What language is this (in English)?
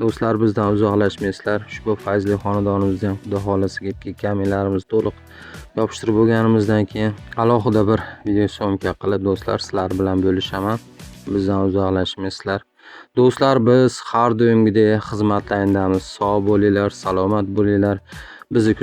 Uzbek